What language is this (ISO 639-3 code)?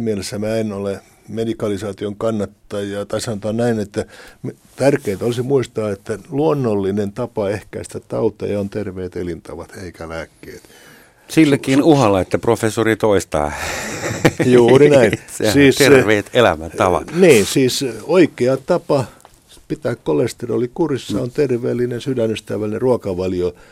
fin